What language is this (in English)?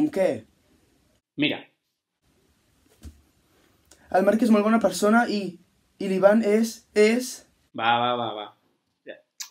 Catalan